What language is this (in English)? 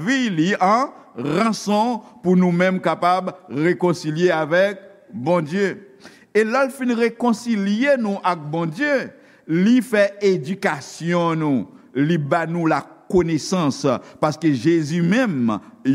Haitian Creole